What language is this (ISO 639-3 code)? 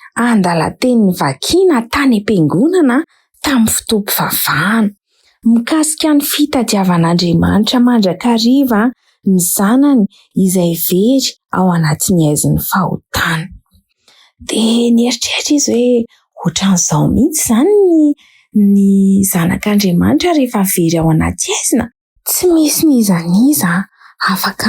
mlg